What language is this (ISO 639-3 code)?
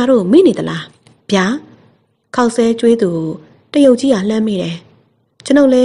mya